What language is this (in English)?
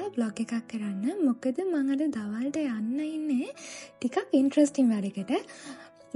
Sinhala